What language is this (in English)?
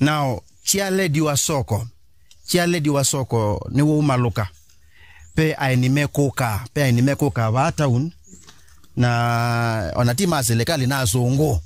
Kamba